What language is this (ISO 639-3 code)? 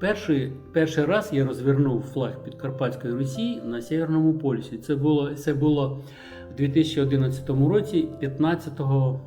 rue